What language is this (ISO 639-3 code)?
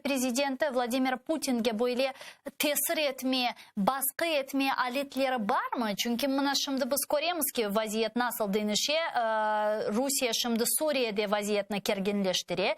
crh